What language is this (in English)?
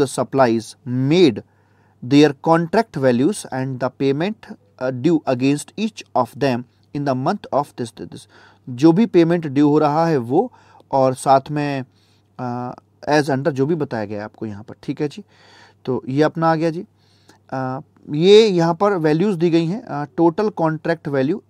Hindi